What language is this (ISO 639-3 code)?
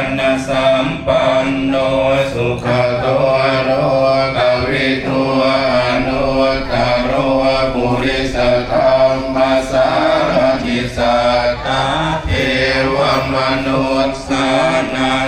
pli